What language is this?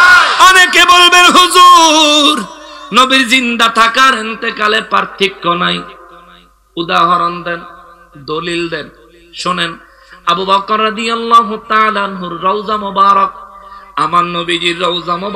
Bangla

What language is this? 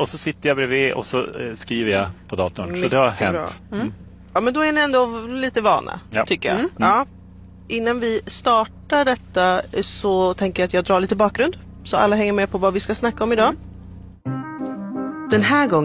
Swedish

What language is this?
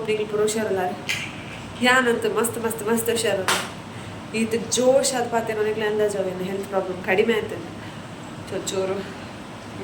Tulu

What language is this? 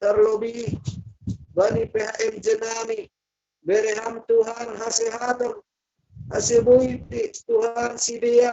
Batak Simalungun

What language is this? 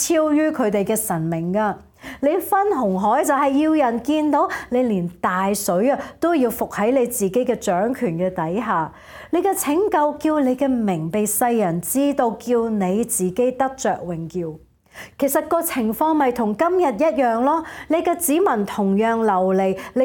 Cantonese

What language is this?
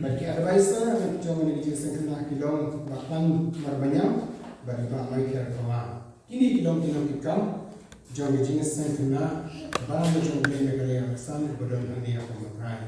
Khasi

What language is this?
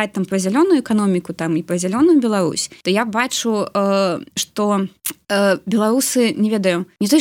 Belarusian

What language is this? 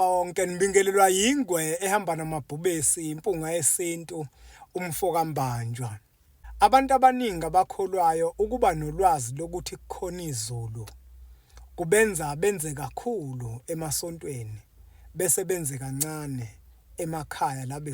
Zulu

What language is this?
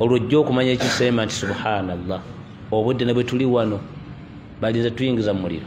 Ganda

